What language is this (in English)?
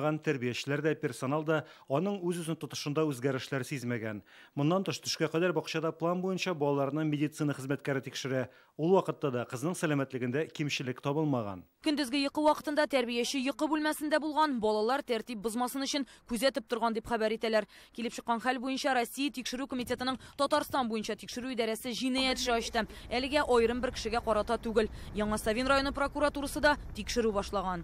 Tatar